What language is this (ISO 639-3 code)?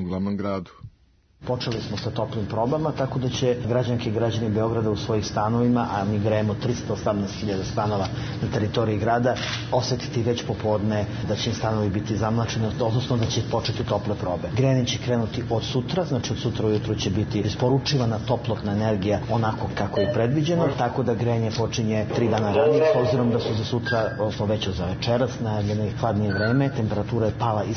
srp